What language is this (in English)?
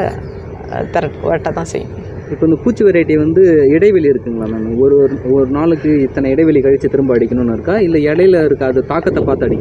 Tamil